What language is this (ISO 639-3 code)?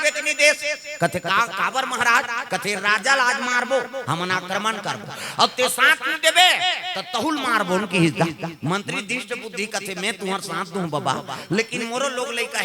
hne